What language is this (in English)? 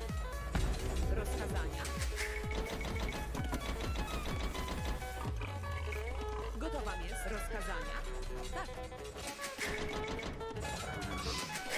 Polish